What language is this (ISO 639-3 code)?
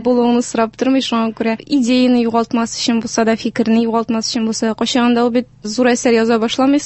tat